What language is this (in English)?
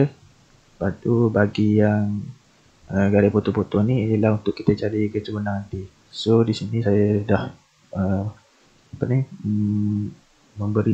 Malay